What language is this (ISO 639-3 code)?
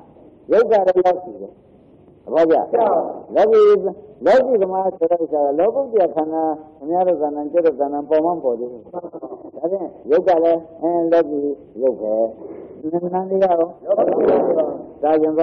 mya